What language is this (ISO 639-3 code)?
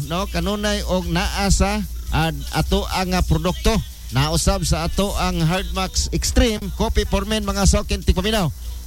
ceb